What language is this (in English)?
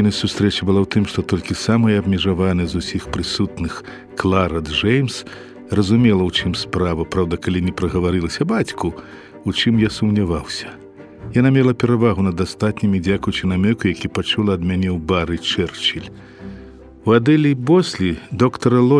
Belarusian